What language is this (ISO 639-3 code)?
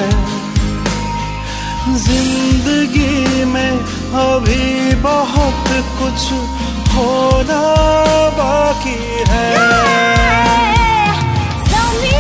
hin